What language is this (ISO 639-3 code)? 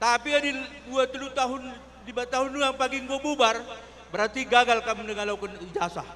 btx